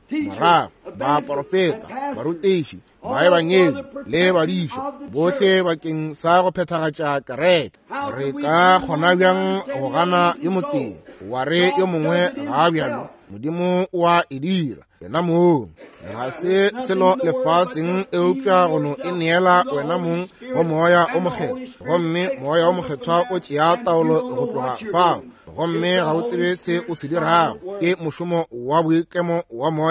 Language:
Northern Sotho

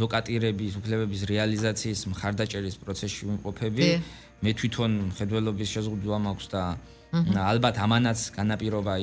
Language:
Georgian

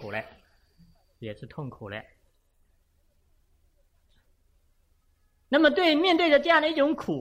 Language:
Chinese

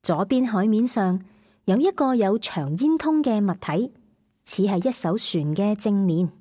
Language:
Cantonese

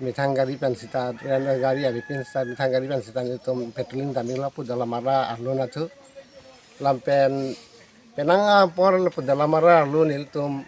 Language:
Karbi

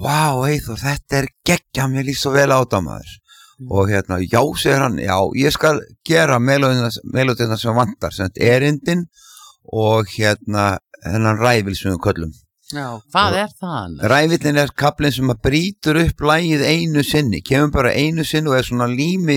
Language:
Icelandic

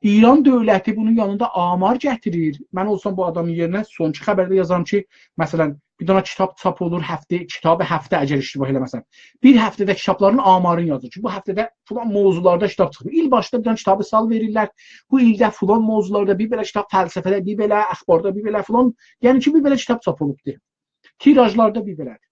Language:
South Azerbaijani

